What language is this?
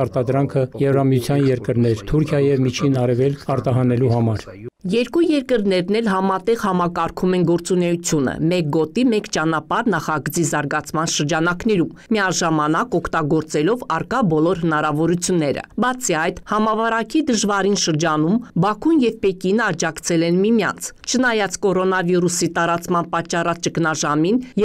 Armenian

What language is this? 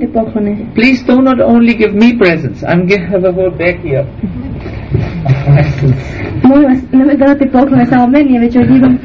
Croatian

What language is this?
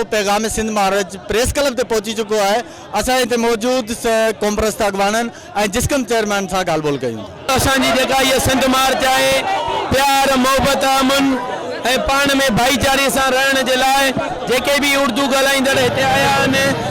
Sindhi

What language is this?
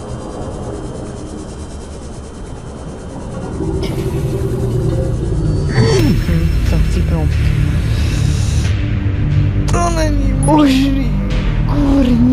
Czech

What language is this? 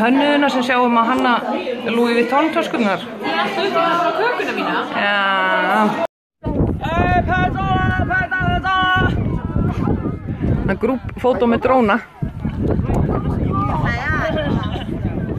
Icelandic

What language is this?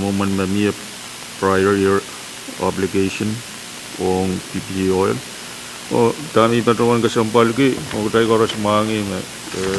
Pohnpeian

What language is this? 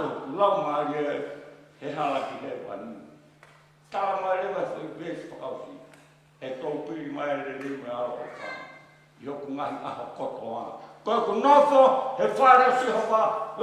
Tongan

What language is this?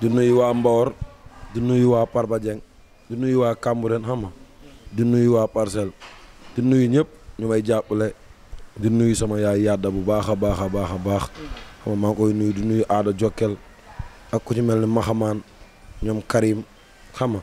Wolof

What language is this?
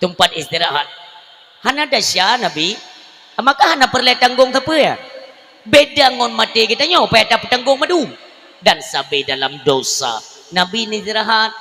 Achinese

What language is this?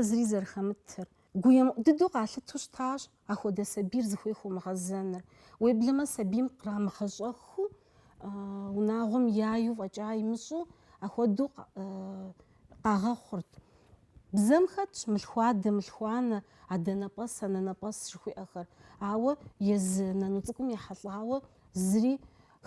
Kabardian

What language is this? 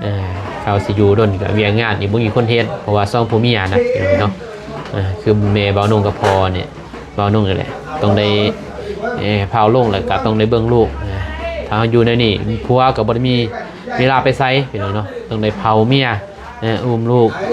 Lao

